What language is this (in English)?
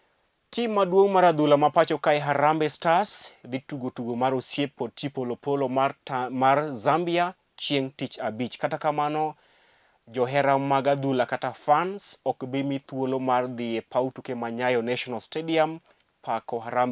Luo (Kenya and Tanzania)